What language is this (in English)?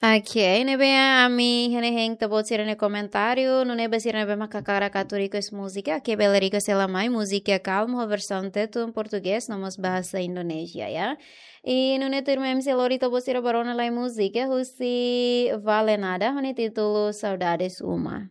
Tetum